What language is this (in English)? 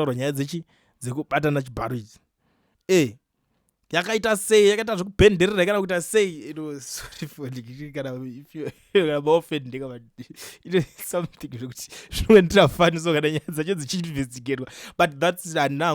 Shona